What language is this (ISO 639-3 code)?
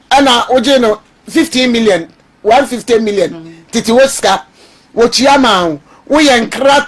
aka